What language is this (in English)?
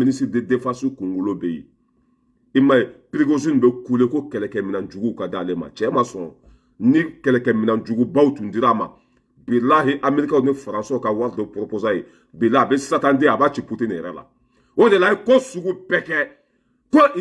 Bambara